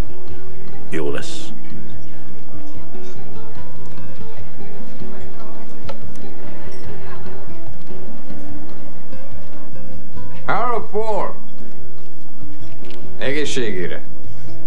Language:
Hungarian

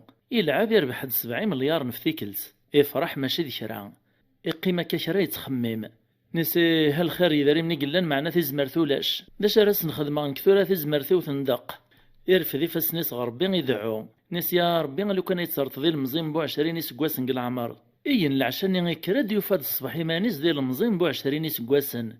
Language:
Kabyle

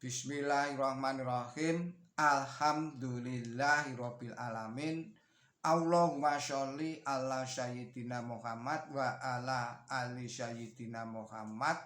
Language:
Javanese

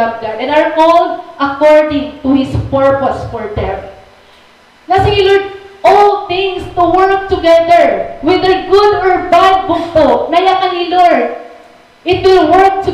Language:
Waray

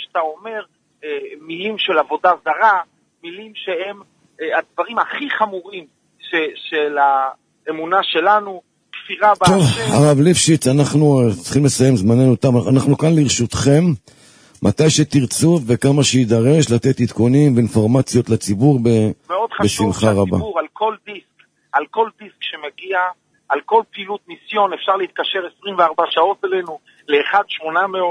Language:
Hebrew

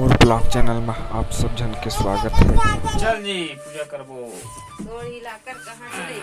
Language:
Chhattisgarhi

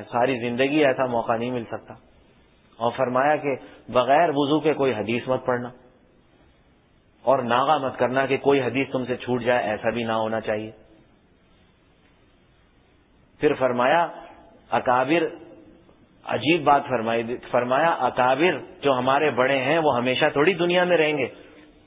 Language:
Urdu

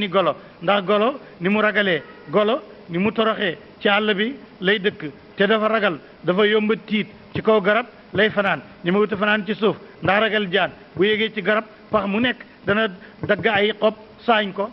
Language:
Wolof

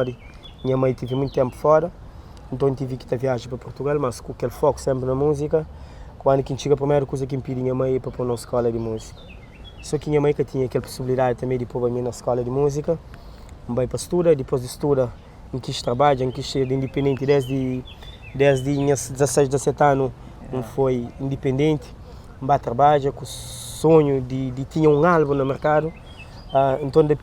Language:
Kabuverdianu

